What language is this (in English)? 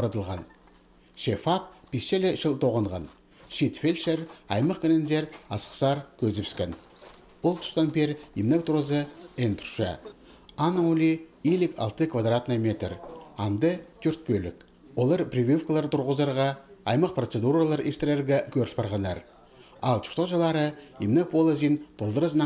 Khakas